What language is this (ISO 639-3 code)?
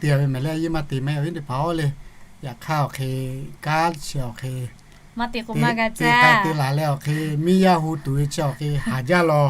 lhu